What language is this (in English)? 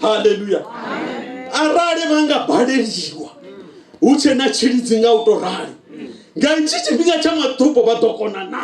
Venda